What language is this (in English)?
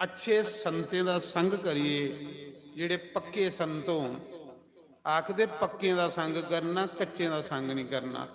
Dogri